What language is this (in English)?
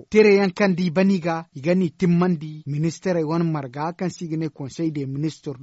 Zarma